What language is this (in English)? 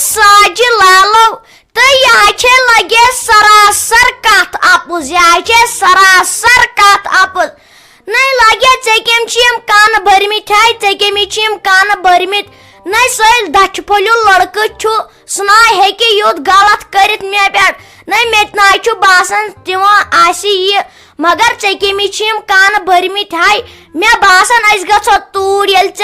Kashmiri